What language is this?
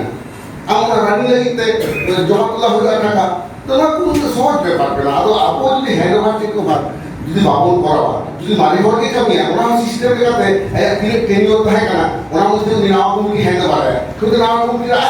Santali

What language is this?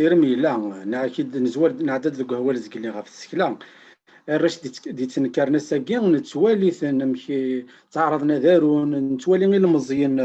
Kabyle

